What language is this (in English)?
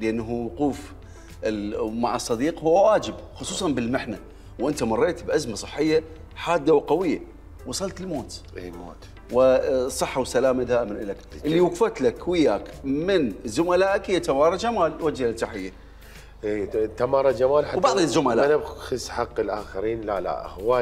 Mesopotamian Arabic